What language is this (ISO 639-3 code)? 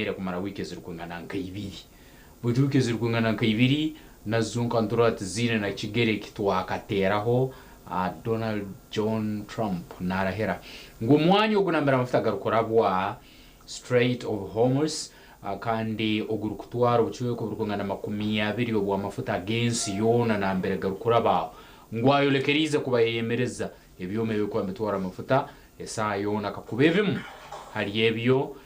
nyn